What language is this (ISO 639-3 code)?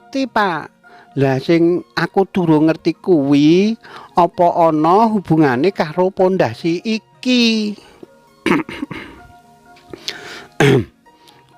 jav